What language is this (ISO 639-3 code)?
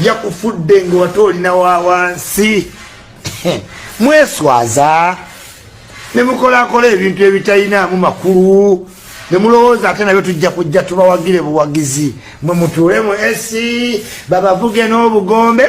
lug